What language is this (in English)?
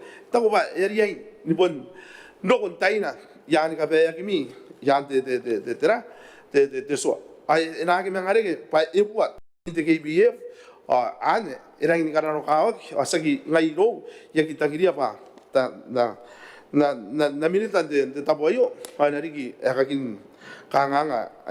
Gilbertese